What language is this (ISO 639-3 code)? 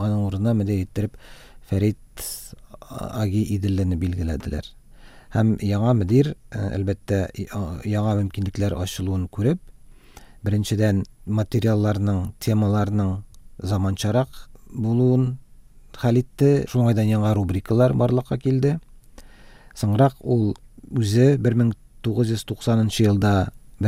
tat